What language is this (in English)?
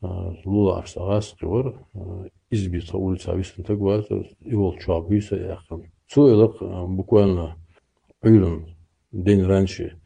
Chechen